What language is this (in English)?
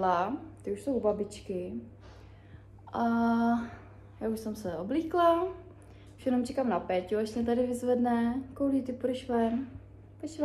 Czech